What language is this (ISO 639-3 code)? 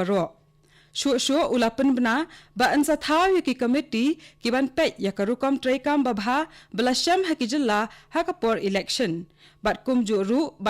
kha